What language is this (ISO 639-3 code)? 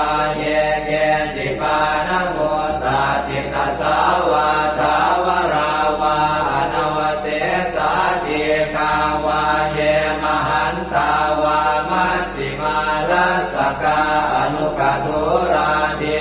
pli